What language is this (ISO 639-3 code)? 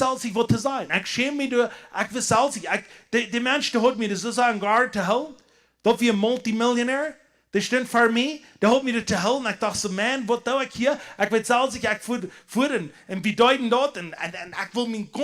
pdt